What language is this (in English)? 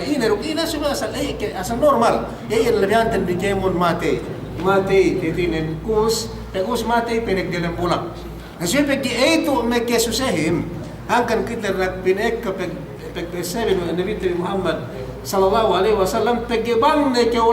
Yakan